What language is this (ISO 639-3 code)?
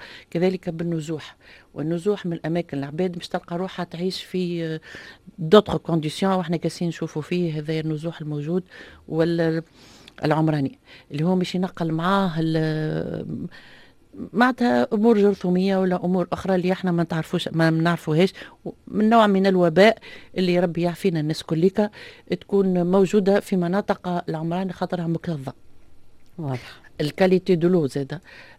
aeb